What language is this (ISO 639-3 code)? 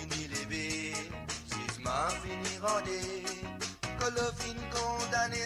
mfe